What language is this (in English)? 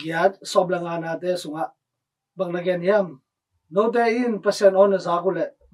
Tedim Chin